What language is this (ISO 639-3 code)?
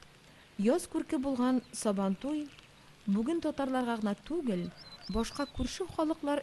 tat